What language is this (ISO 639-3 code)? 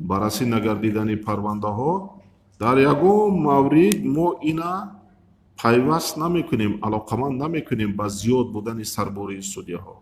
tgk